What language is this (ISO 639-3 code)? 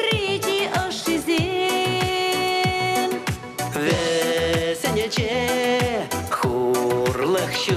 chv